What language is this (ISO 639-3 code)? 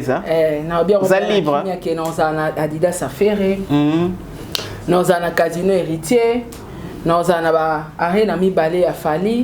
lin